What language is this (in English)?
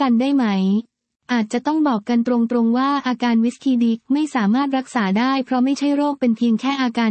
Thai